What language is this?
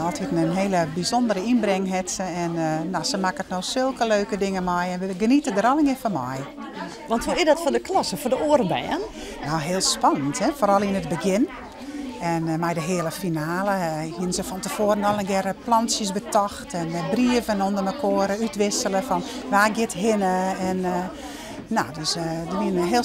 Western Frisian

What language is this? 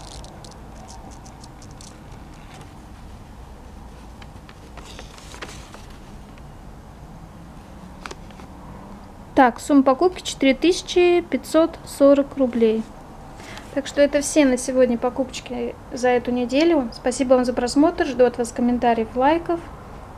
Russian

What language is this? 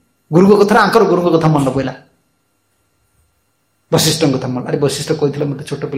Odia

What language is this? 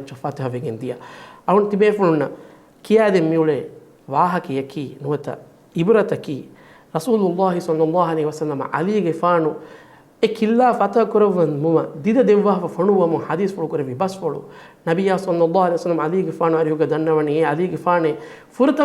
Divehi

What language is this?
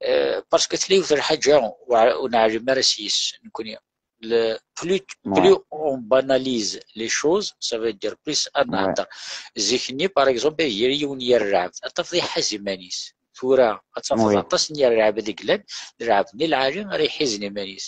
Kabyle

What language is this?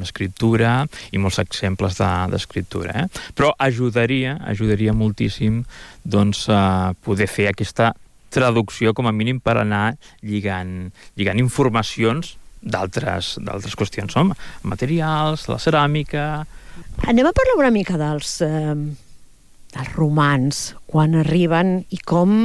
Catalan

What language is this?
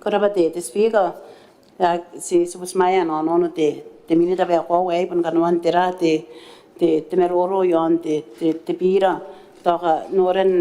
Gilbertese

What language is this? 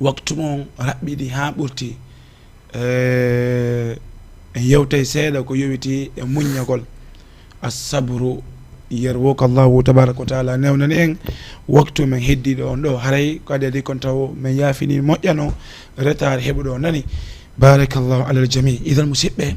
Fula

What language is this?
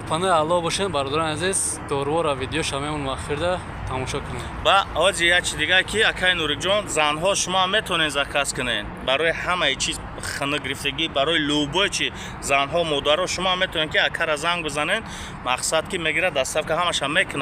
Tajik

